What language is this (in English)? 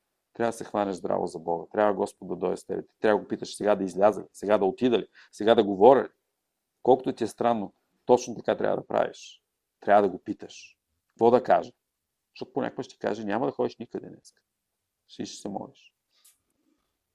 Bulgarian